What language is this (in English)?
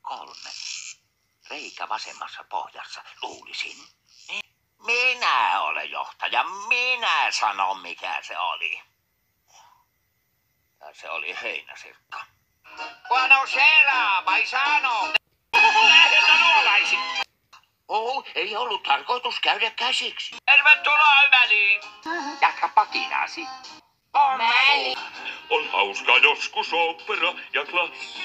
Finnish